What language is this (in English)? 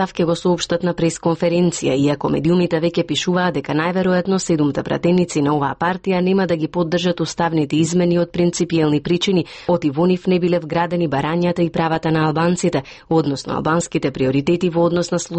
Macedonian